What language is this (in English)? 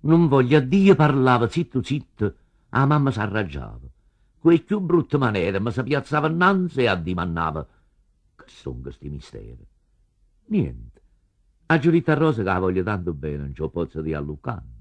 Neapolitan